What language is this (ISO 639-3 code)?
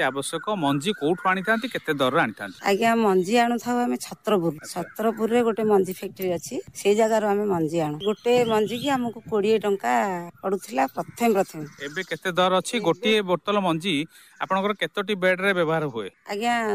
ori